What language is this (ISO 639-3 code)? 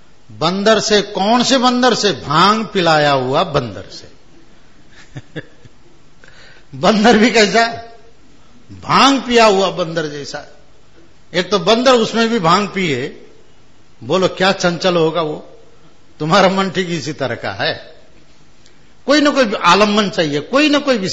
hin